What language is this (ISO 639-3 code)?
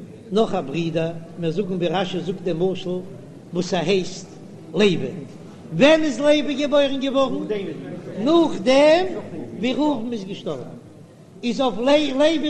yid